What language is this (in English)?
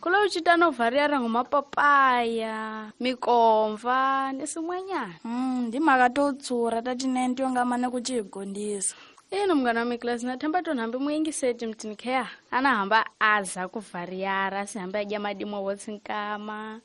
Tsonga